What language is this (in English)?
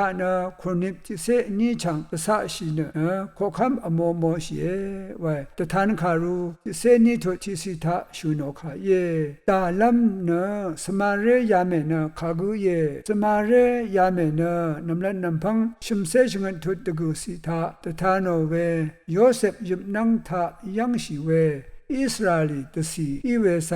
Rawang